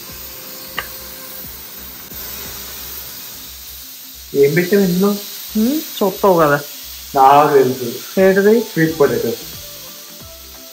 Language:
Telugu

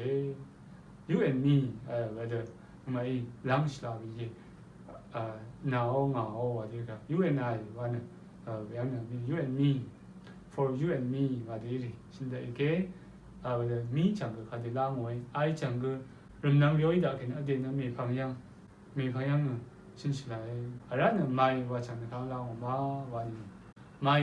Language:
Rawang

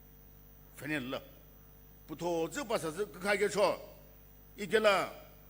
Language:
Sumi Naga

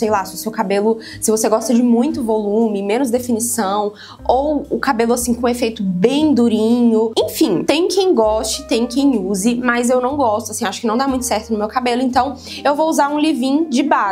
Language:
Portuguese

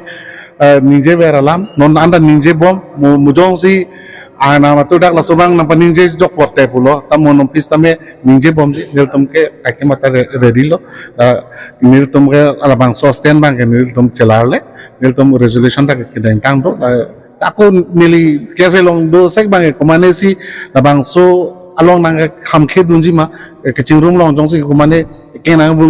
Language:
Karbi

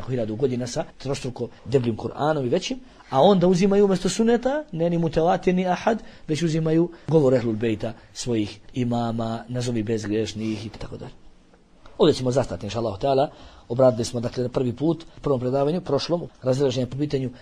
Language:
Bosnian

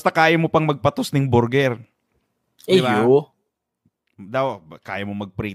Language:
Bikol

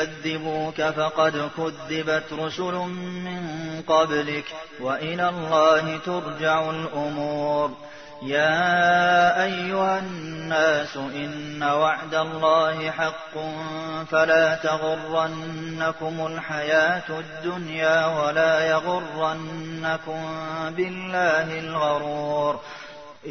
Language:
Arabic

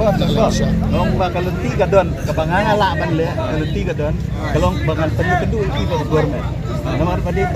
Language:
Khasi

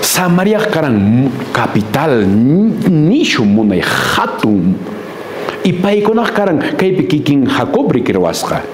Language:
Quechua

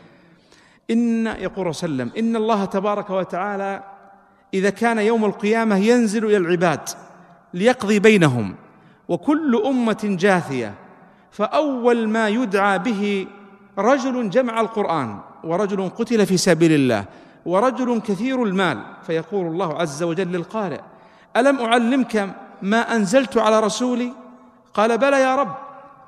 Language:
Arabic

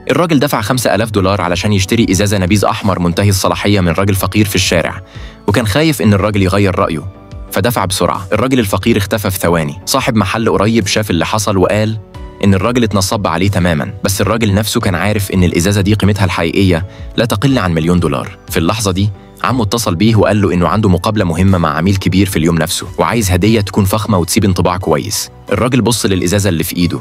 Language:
Egyptian Arabic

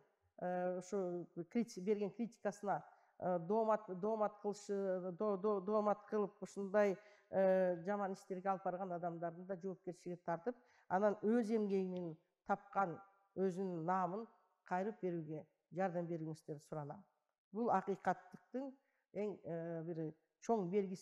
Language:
Kyrgyz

